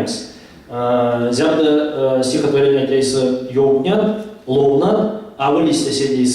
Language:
Erzya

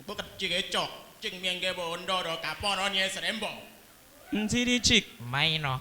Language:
Efik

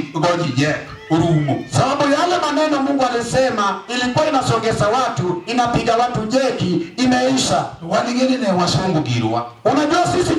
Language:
Luo (Kenya and Tanzania)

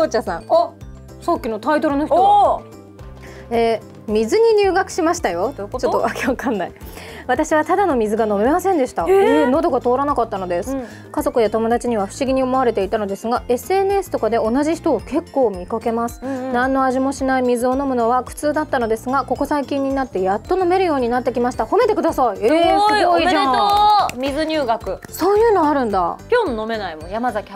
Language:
Japanese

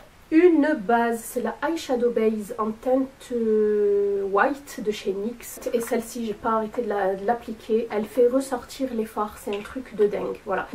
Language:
French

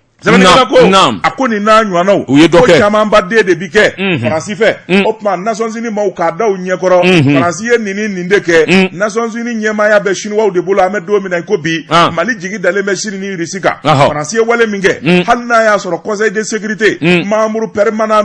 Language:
Bambara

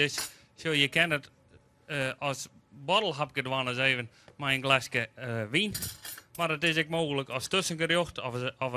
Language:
Western Frisian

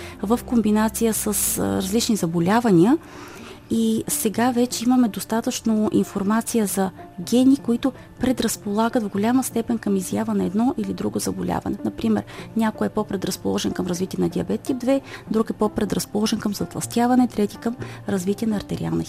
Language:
Bulgarian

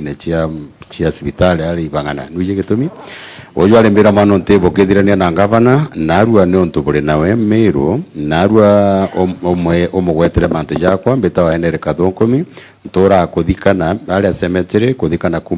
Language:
Meru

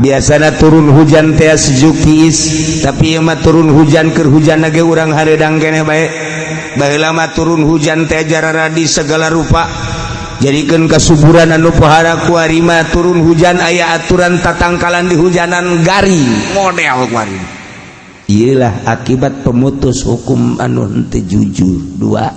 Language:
Sundanese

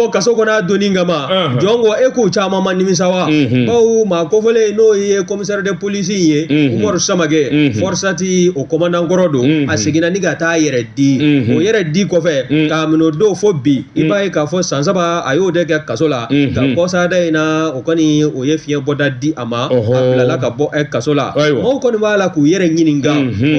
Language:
Bambara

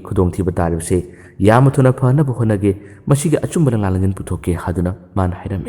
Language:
Manipuri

